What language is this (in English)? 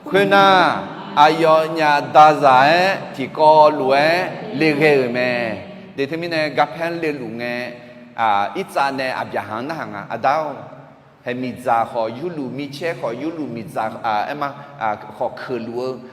Akha